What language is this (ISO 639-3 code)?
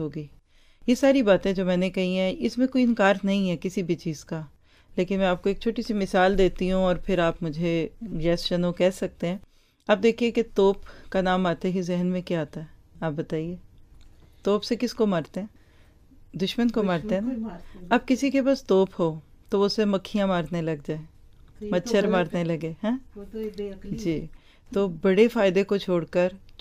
urd